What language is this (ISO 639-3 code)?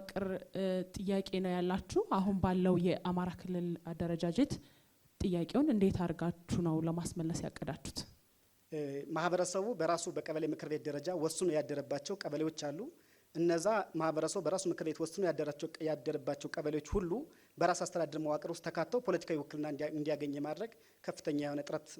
amh